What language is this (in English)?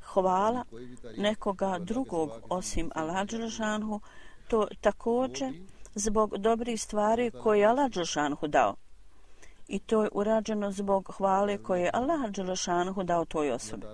Bosnian